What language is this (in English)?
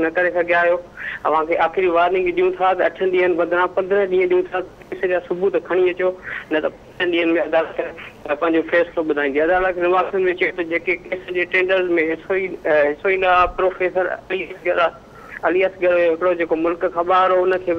Sindhi